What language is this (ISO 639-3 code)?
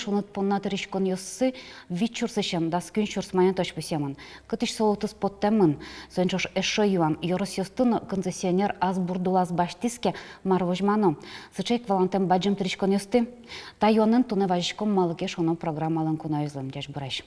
udm